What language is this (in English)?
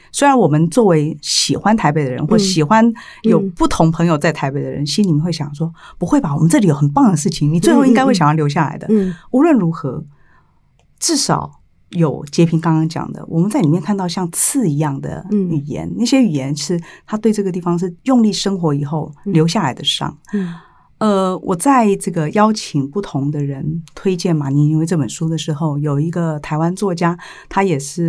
Chinese